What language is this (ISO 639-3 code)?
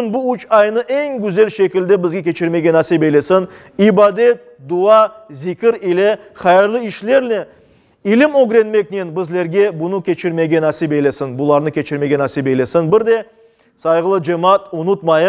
crh